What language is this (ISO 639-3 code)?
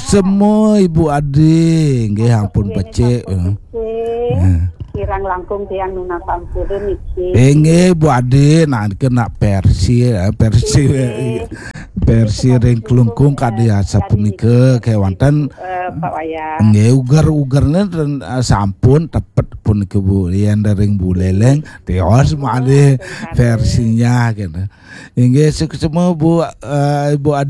ban